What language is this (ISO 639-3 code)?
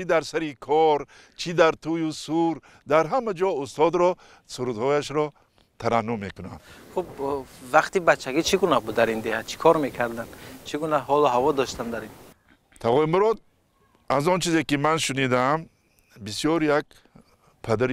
tgk